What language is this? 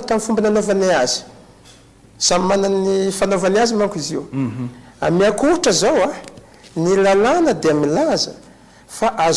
Malagasy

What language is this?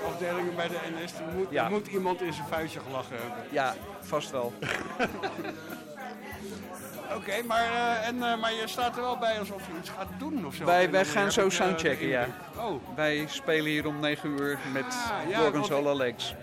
Dutch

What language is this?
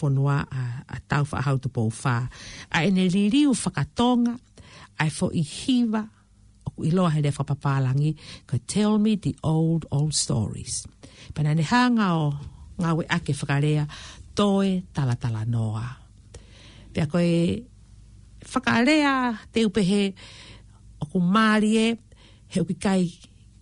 Tongan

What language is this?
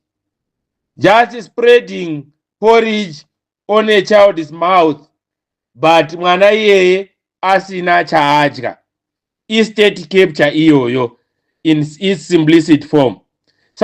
Shona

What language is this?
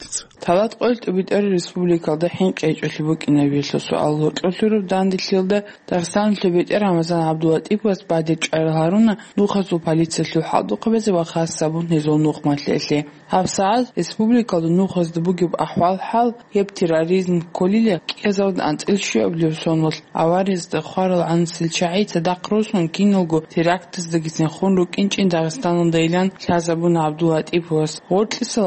Avaric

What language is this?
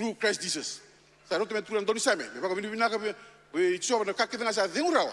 Fijian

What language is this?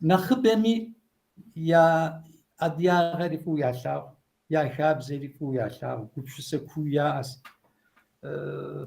Kabardian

